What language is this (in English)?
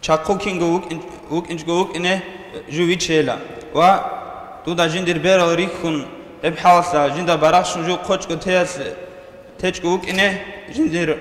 Avaric